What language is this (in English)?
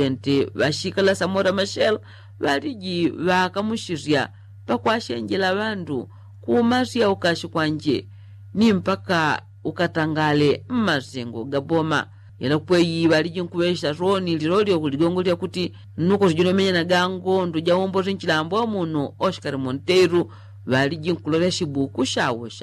Yao